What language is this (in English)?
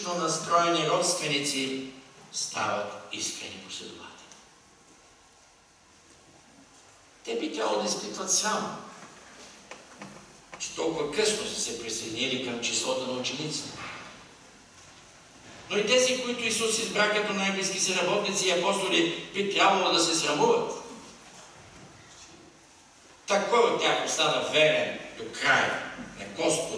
Bulgarian